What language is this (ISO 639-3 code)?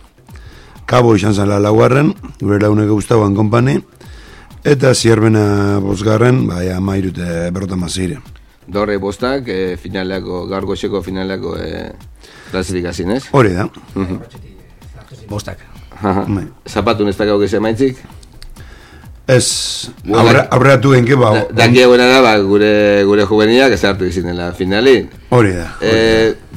eus